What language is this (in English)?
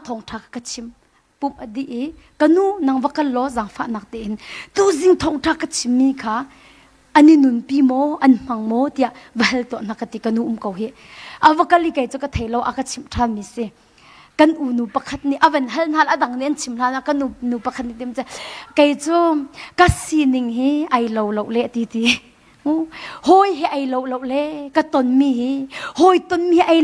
Hakha Chin